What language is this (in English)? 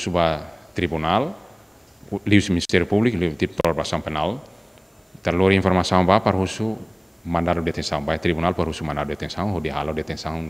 Tetum